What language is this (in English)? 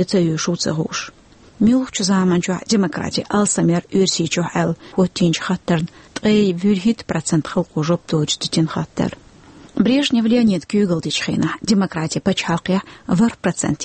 Chechen